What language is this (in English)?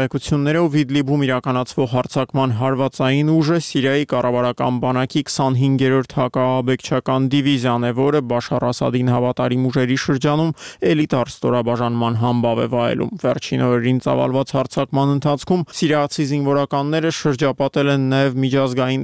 Armenian